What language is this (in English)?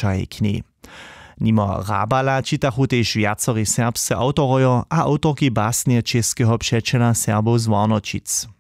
Upper Sorbian